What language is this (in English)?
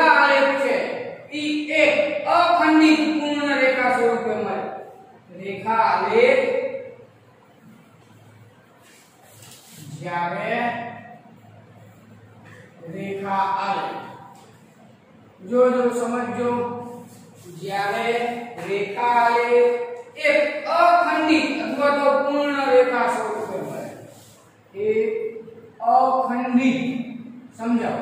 Gujarati